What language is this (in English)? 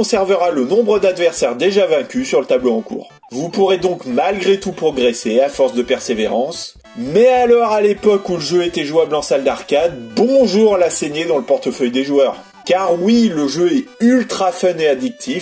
French